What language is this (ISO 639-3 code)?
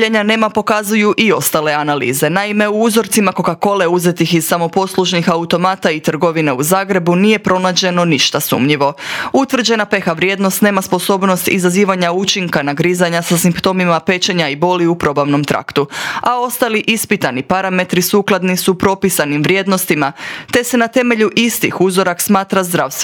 hrv